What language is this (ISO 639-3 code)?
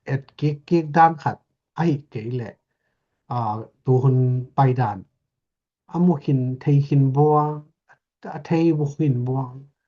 ctd